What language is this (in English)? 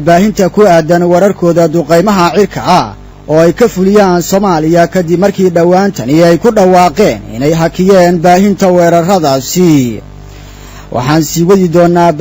Somali